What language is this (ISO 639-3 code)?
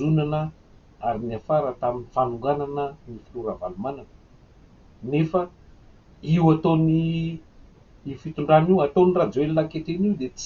mlg